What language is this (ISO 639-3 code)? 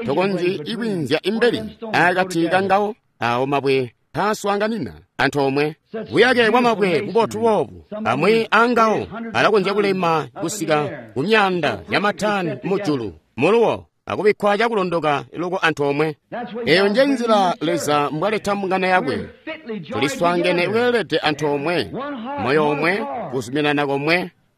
toi